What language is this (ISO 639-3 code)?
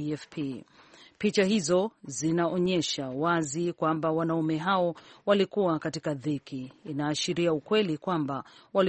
swa